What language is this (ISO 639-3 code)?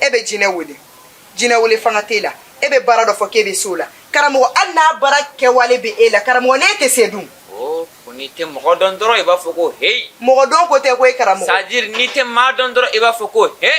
bam